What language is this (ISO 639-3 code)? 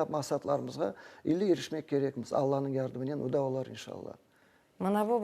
crh